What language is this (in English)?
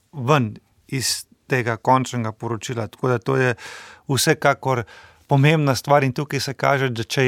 Slovenian